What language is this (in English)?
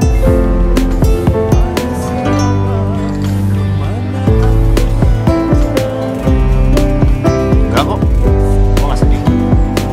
Indonesian